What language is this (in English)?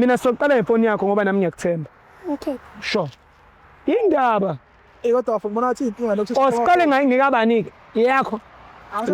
Zulu